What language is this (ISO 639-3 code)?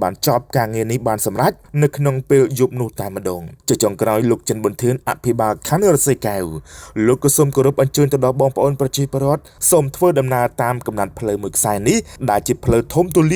khm